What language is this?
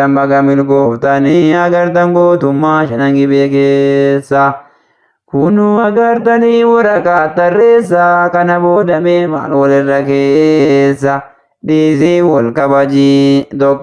Oromo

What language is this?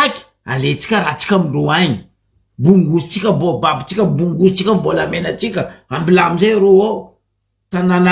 Malagasy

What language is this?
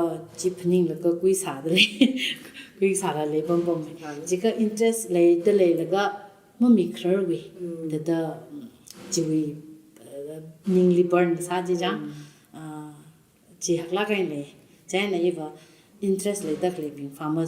Tangkhul Naga (India)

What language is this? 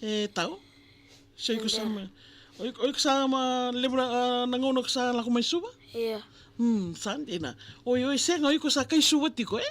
Fijian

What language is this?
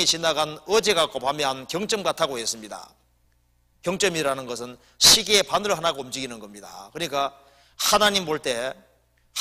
Korean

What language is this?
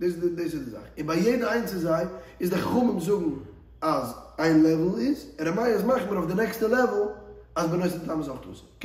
Yiddish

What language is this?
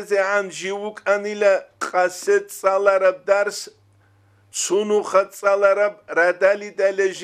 Avaric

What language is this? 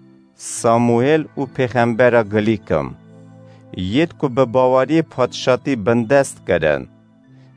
Kurdish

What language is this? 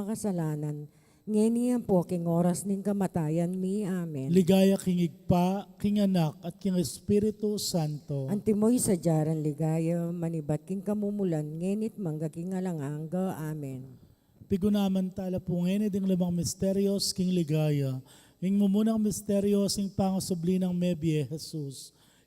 Pampanga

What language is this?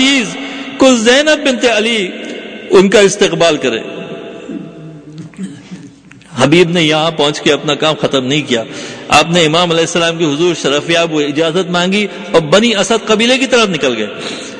Urdu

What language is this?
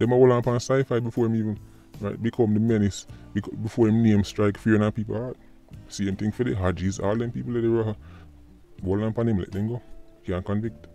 Jamaican Creole English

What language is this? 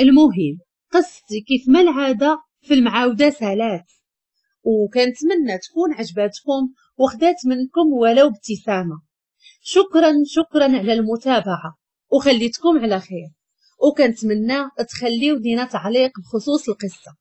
Moroccan Arabic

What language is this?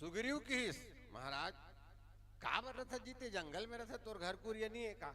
Chhattisgarhi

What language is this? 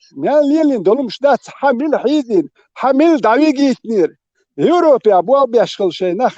Chechen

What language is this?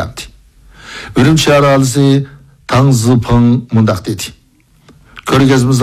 Uyghur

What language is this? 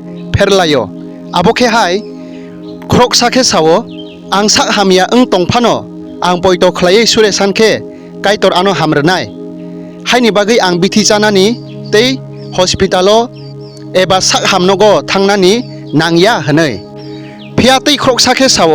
Kok Borok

